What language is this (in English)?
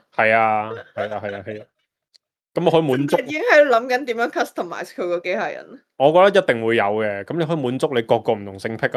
Cantonese